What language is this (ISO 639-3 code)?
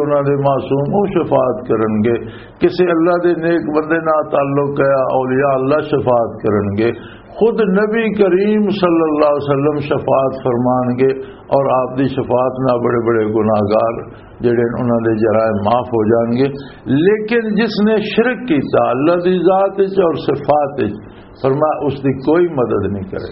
lah